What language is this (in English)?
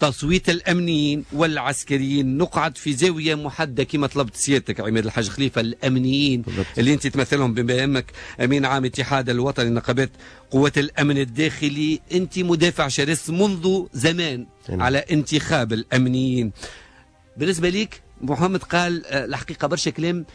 Tunisian Arabic